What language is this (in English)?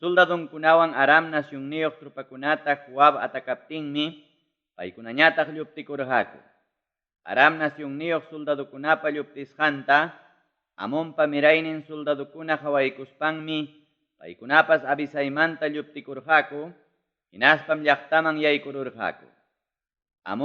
Ayacucho Quechua